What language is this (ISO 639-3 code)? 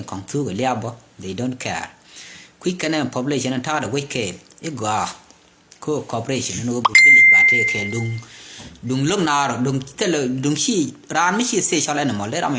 nus